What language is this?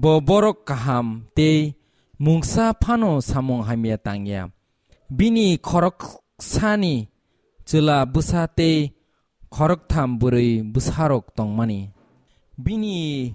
Kok Borok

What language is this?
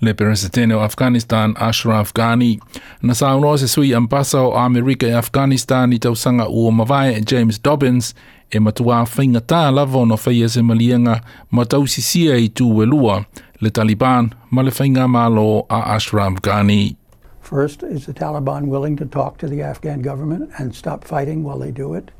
Samoan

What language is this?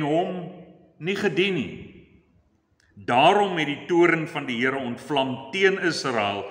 Afrikaans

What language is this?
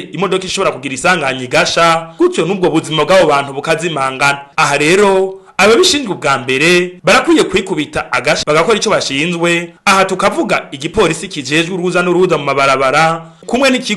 Rundi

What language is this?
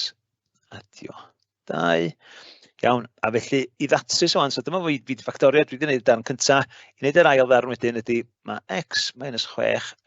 Welsh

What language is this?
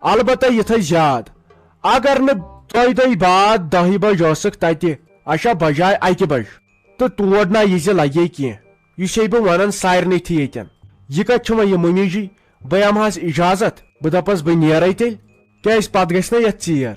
Kashmiri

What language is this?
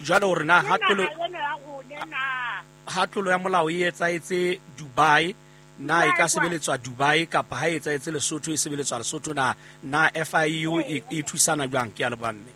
Southern Sotho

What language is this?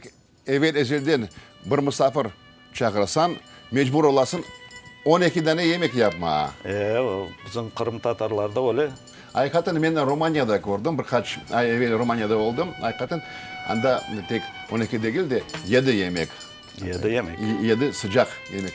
Crimean Tatar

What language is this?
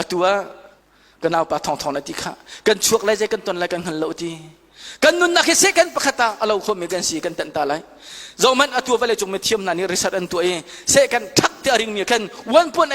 Hakha Chin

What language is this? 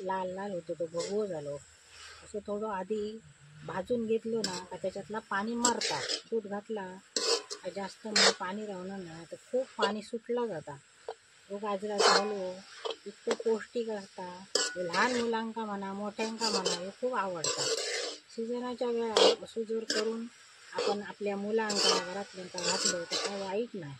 Konkani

